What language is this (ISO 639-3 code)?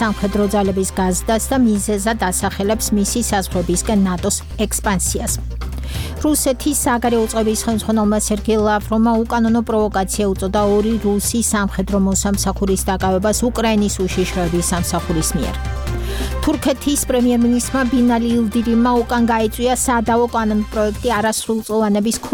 kat